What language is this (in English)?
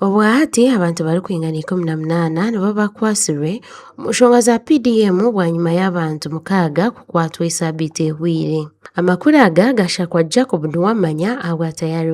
Nyankole